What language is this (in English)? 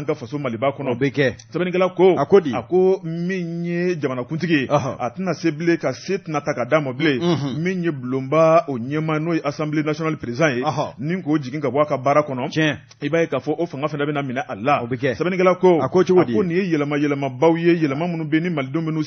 Bambara